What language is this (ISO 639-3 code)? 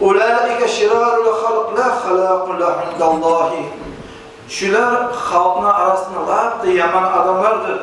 kum